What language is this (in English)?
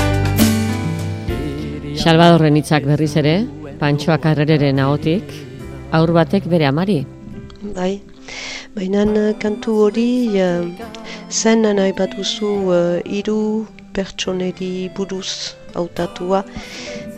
Basque